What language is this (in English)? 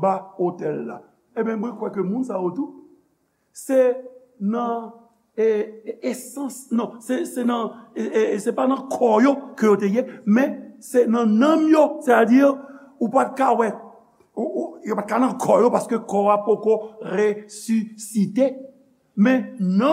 Haitian Creole